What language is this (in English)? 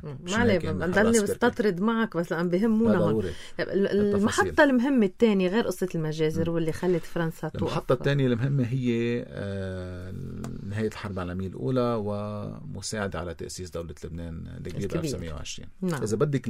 North Levantine Arabic